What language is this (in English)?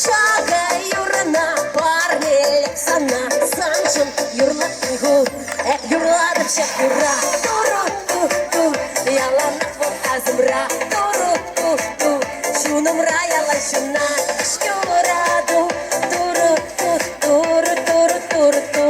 Chuvash